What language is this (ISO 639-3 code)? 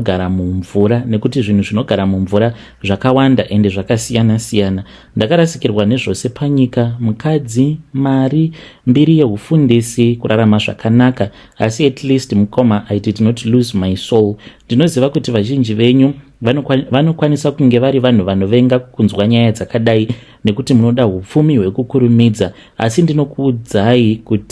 sna